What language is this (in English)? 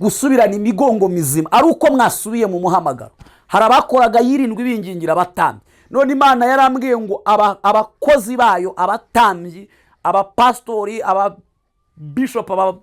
Kinyarwanda